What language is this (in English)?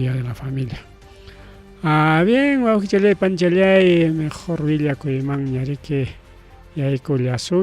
Ayacucho Quechua